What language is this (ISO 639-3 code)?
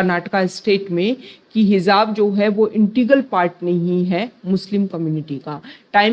hin